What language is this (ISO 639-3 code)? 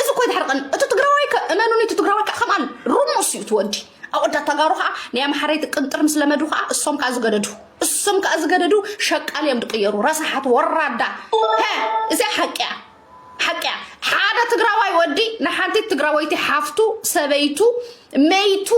tir